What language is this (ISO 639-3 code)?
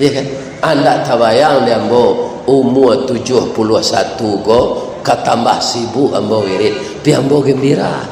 min